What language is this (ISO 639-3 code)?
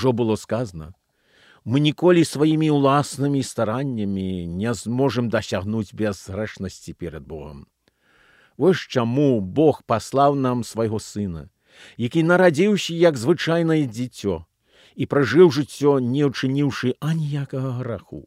bel